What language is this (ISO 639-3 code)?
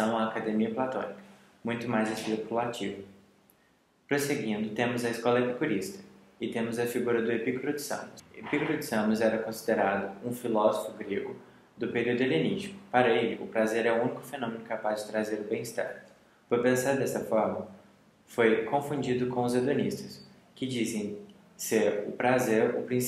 por